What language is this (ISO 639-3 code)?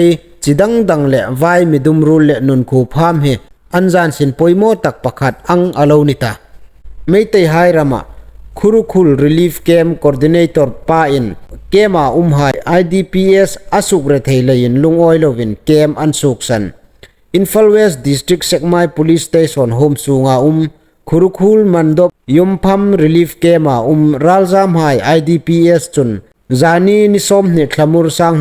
hmr